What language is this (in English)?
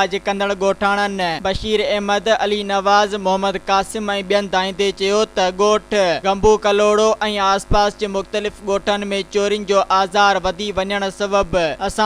Sindhi